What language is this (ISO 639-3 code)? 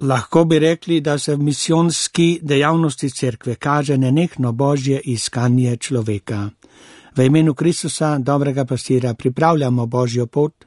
slv